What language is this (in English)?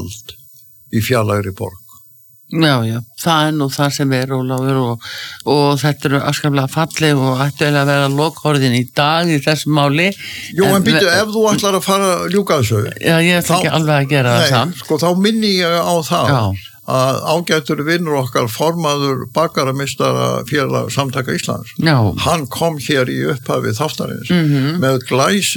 Icelandic